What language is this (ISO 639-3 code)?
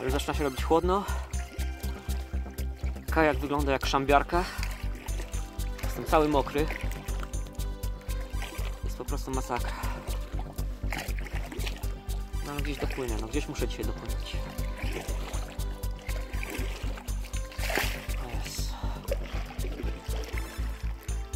pol